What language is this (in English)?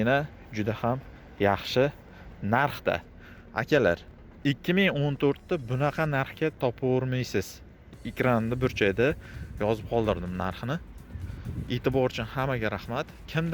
Uzbek